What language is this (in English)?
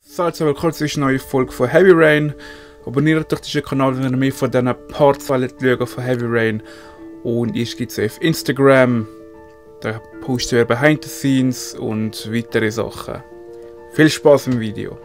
Swiss German